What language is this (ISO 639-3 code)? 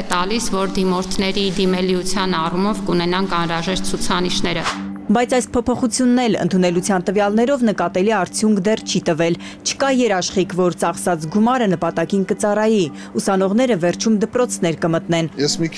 hye